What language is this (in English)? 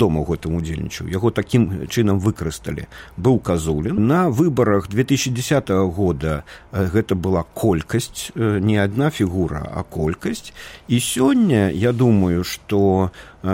Belarusian